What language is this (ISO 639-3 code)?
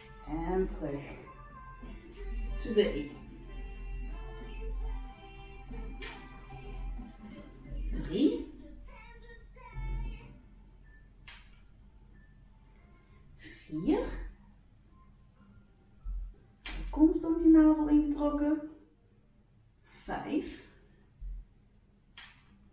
nld